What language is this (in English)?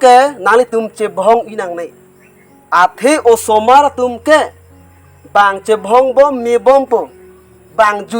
Karbi